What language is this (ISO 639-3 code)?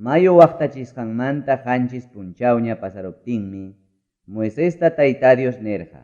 quy